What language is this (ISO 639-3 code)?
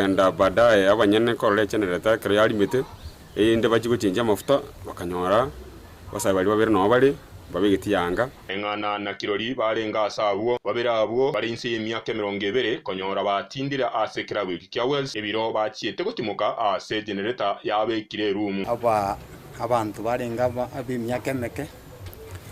guz